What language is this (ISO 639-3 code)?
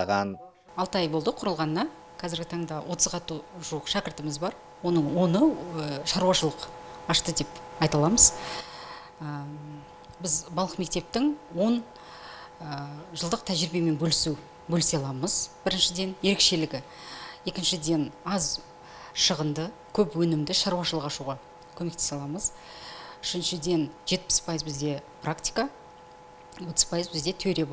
kaz